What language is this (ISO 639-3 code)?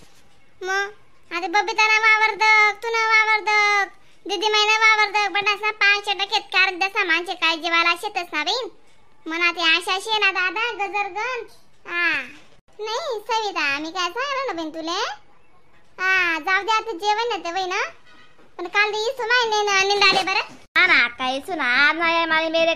khn